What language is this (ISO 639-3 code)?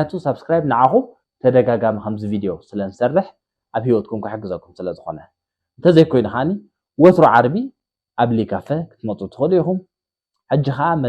tir